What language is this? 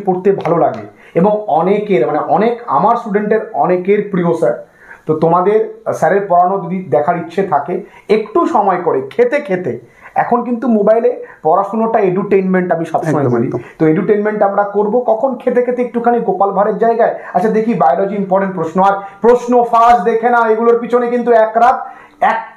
Bangla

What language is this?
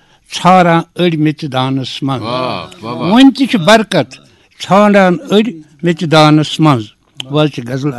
Kashmiri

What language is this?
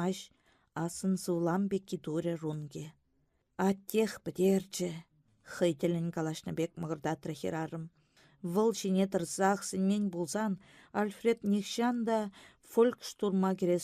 Chuvash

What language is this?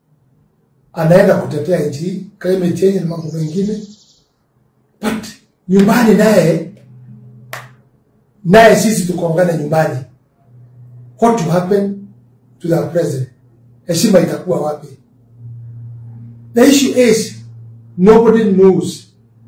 Swahili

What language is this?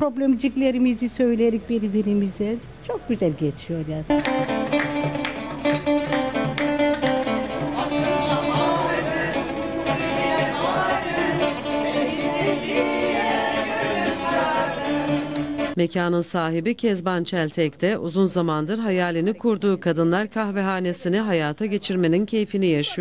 Turkish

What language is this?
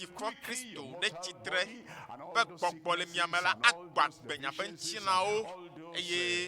Ewe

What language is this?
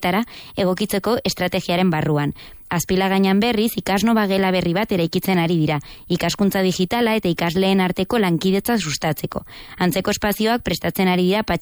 Basque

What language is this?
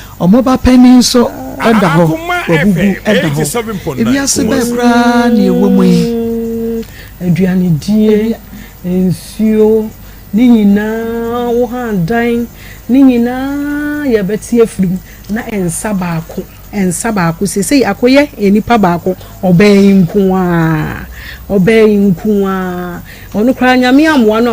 Akan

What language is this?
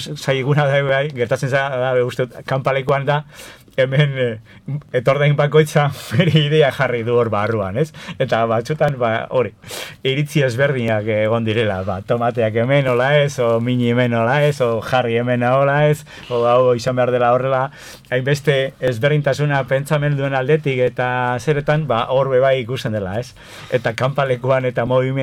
Basque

